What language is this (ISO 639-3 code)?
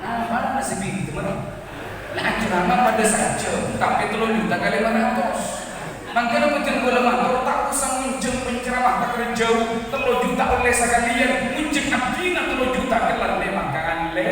mad